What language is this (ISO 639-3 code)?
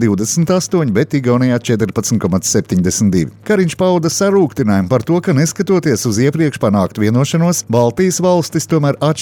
lav